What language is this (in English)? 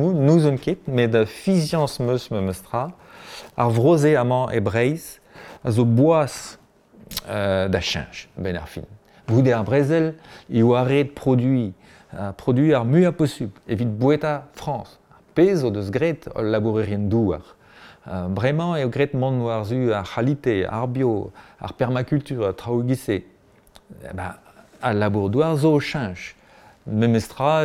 Breton